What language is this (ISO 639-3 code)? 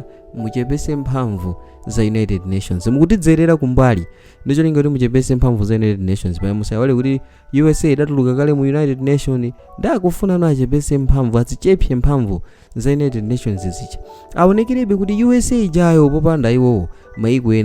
nya